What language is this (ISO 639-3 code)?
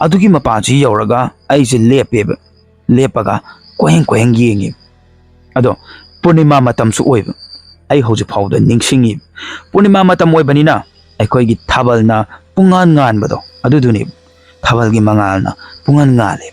mni